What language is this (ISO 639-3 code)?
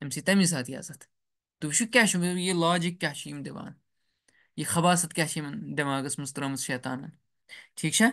kas